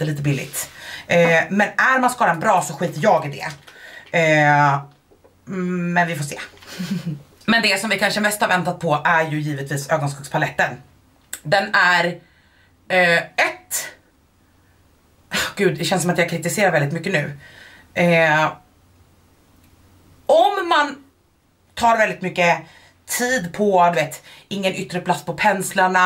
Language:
Swedish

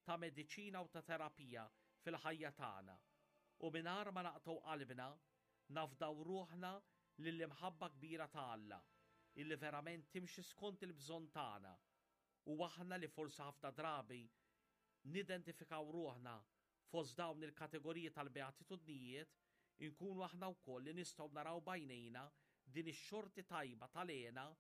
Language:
Maltese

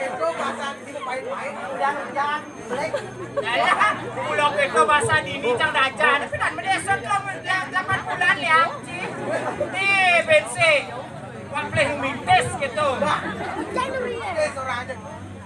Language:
Balinese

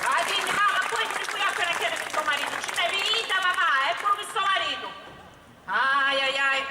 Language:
Sicilian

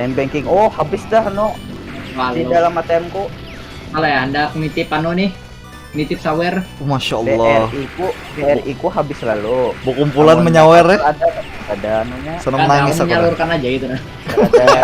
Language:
Banjar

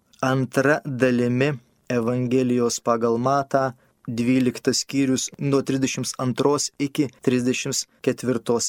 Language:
Lithuanian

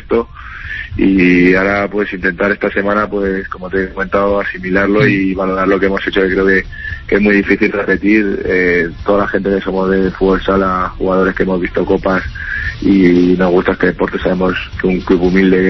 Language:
Spanish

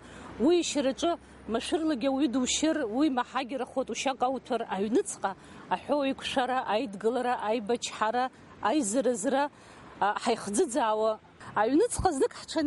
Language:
Abkhazian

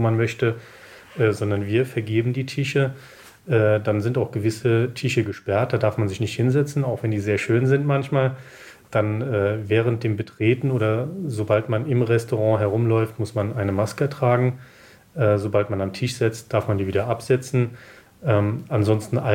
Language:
Luxembourgish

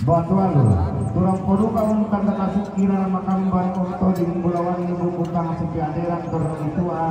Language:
Toraja-Sa'dan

